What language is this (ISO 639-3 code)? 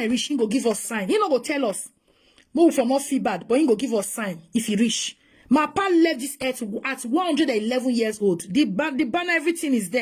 pcm